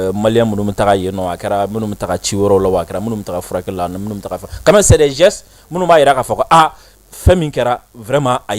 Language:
Bambara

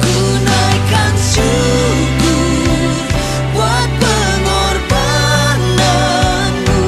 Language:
Biatah Bidayuh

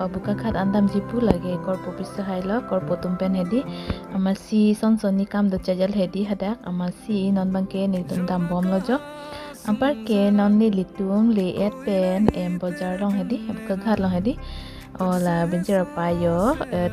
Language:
Karbi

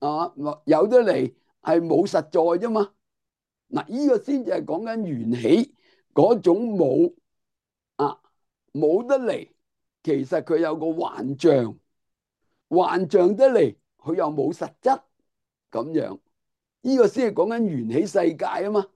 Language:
Cantonese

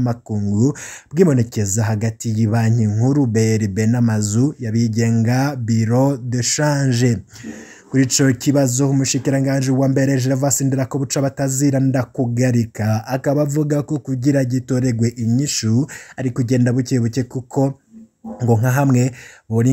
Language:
Rundi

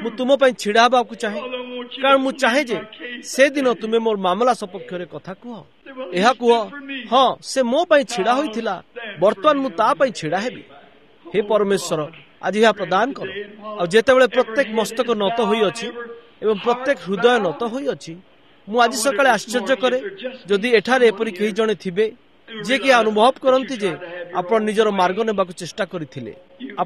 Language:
Odia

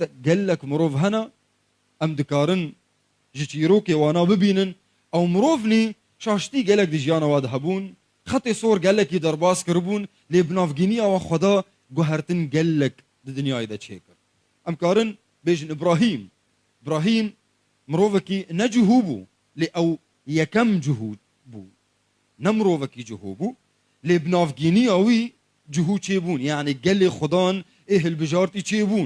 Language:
Kurdish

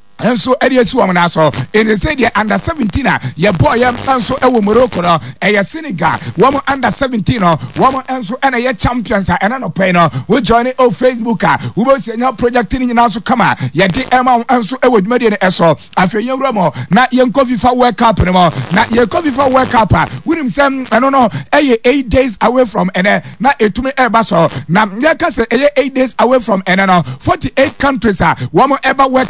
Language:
Akan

